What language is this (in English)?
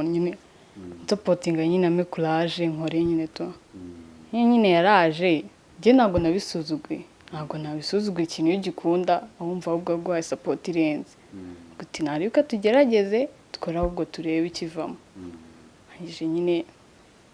Kinyarwanda